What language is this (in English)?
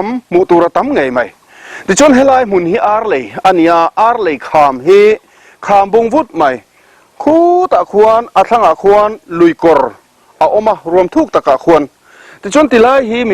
Mizo